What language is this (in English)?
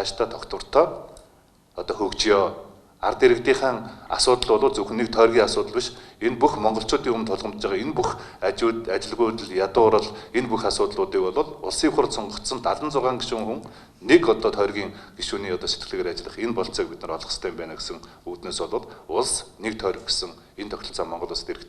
Mongolian